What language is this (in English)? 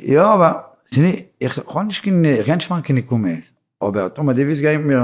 Yiddish